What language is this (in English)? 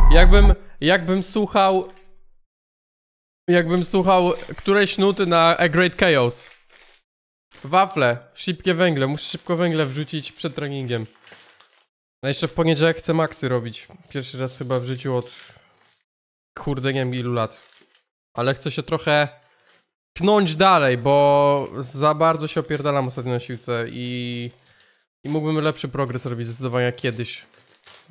Polish